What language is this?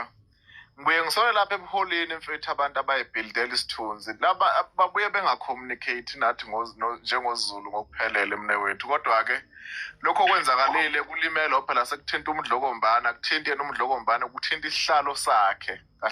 Zulu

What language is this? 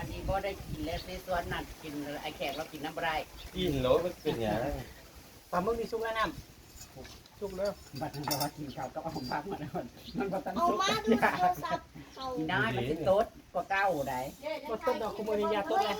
Northeastern Thai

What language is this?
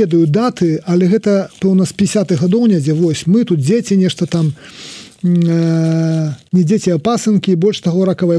Belarusian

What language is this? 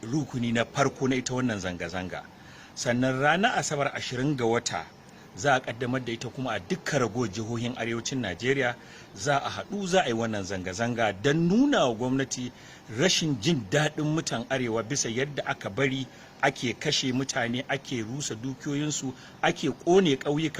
Hausa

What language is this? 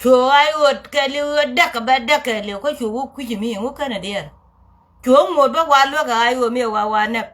Nuer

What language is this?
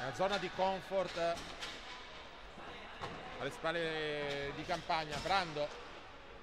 Italian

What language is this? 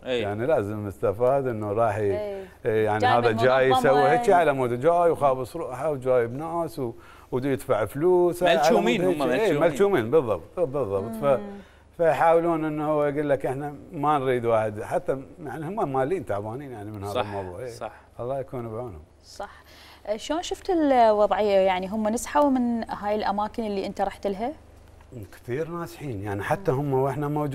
Mesopotamian Arabic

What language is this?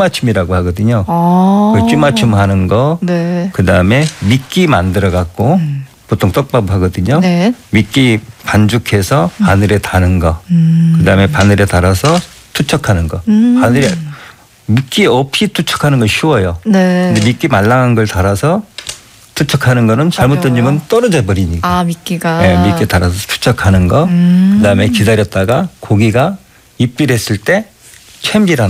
Korean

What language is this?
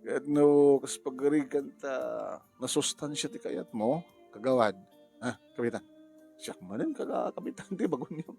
Iloko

